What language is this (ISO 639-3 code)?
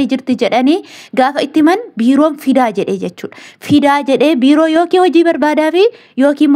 orm